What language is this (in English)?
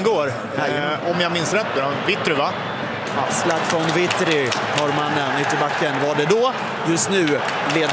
Swedish